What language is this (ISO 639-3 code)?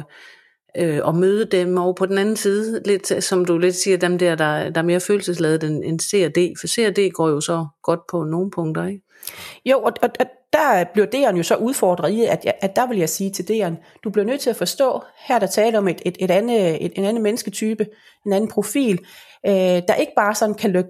dan